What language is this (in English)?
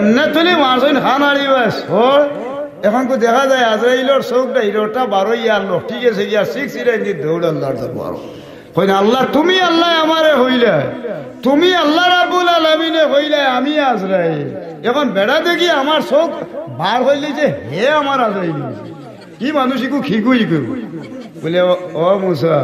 Sylheti